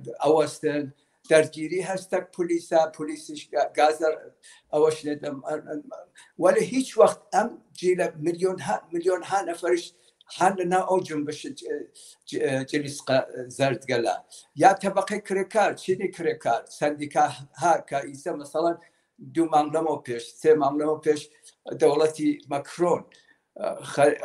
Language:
Central Kurdish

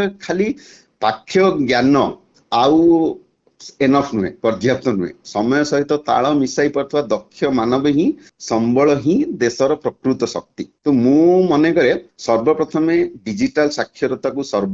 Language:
Odia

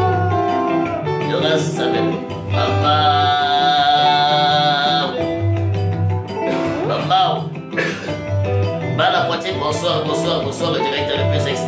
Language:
French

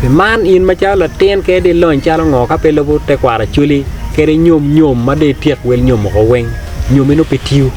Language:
Acoli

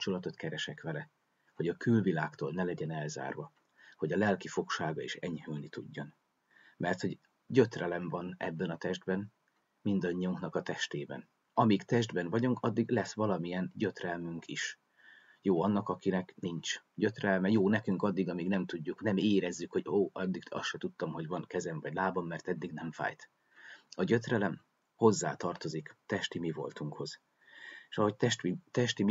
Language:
Hungarian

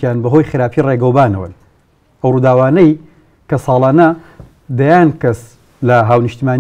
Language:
Central Kurdish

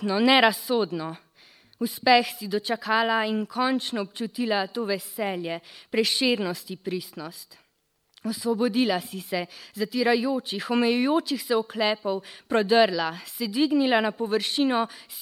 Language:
Slovenian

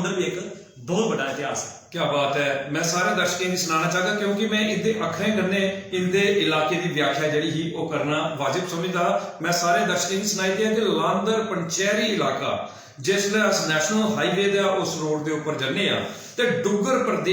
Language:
Dogri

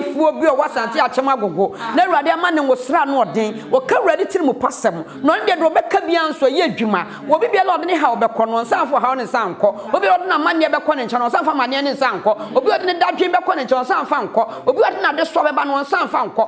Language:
Akan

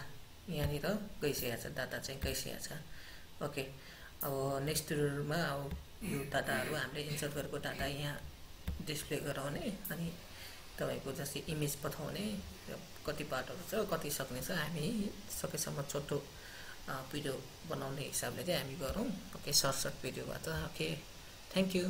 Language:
Nepali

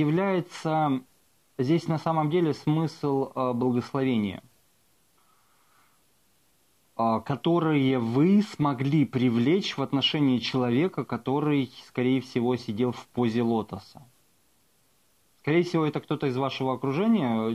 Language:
Russian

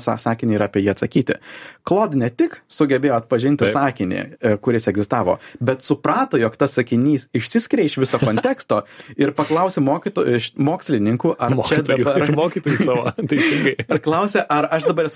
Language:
Lithuanian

